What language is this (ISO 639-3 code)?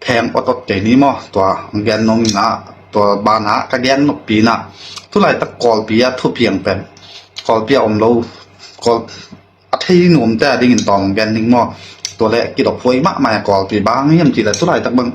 ctd